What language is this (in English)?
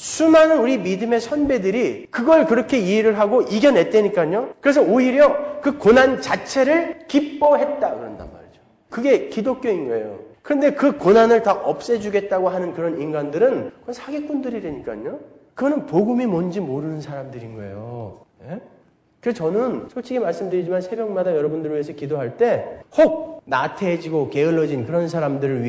Korean